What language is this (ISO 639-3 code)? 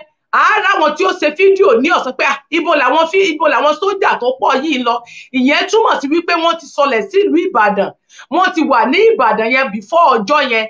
yor